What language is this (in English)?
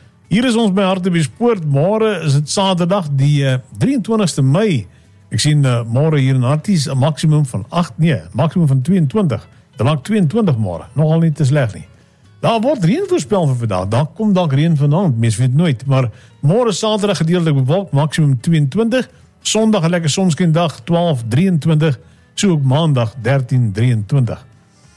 Afrikaans